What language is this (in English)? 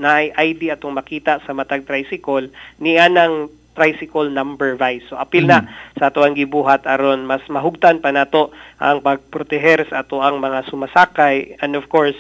Cebuano